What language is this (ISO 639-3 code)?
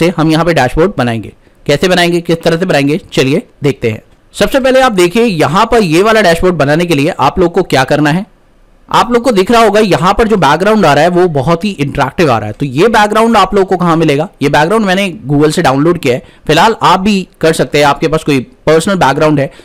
hin